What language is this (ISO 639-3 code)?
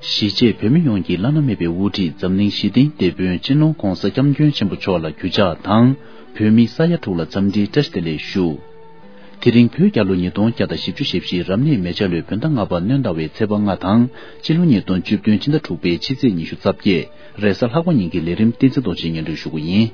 bod